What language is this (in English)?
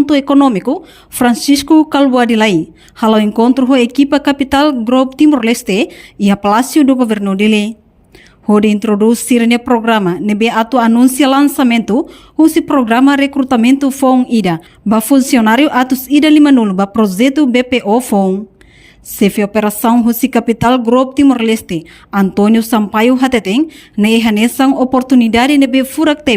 Tetum